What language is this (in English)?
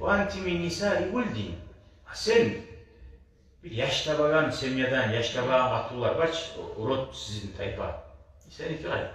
Kumyk